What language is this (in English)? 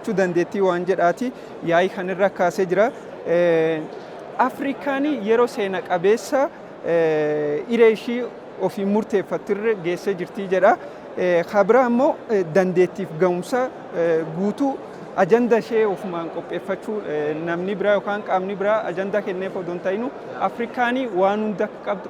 Oromo